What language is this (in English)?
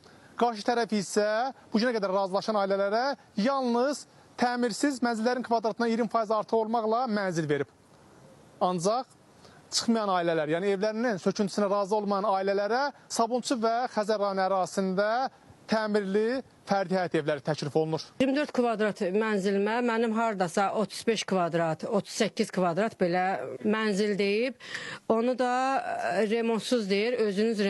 Azerbaijani